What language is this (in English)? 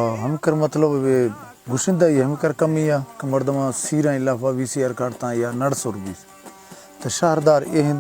Baluchi